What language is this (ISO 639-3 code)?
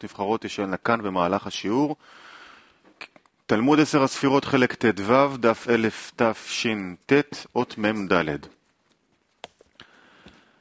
heb